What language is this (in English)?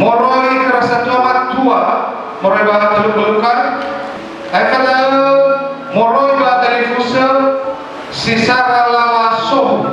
Nias